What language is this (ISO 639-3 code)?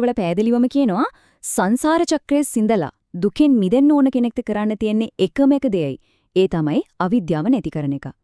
sin